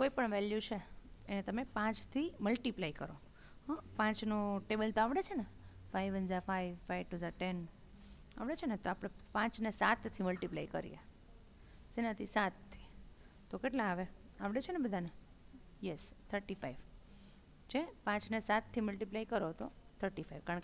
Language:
Gujarati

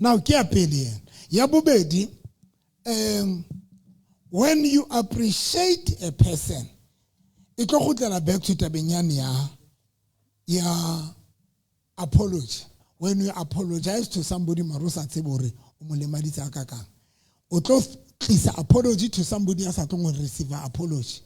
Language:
Southern Sotho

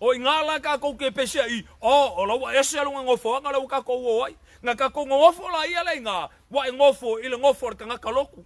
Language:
Samoan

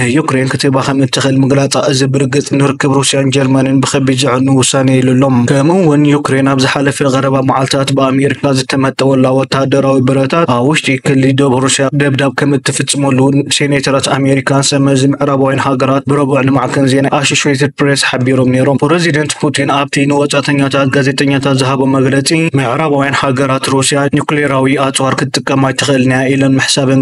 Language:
Tigrinya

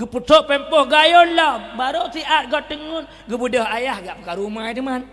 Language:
Achinese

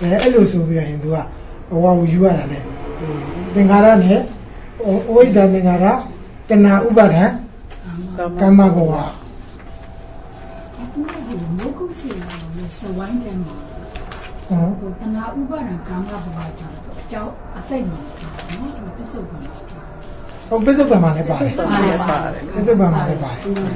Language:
Burmese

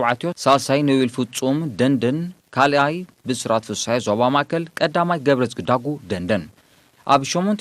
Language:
Tigrinya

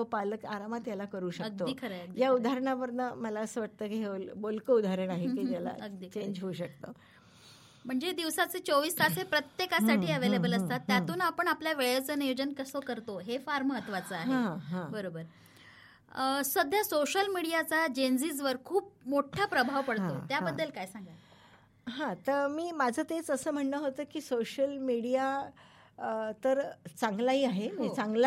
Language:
Marathi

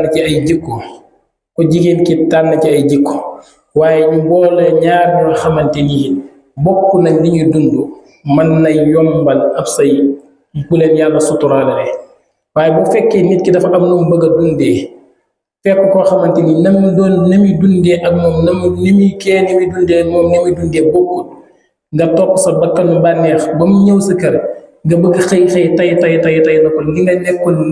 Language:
Wolof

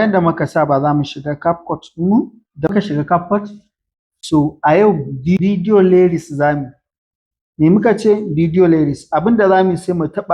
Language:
Hausa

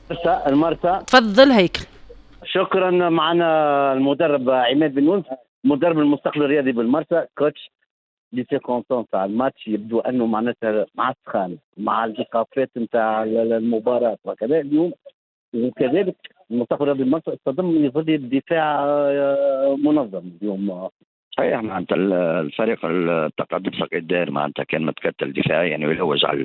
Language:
Tunisian Arabic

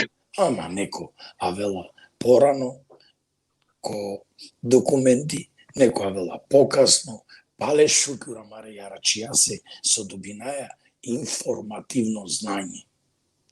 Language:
Balkan Romani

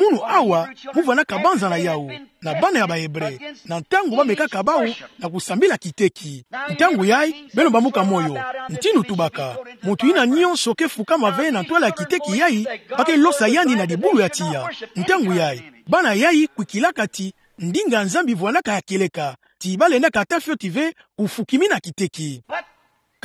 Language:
Kituba (Democratic Republic of Congo)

